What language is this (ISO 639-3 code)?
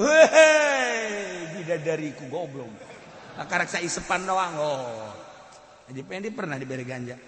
sun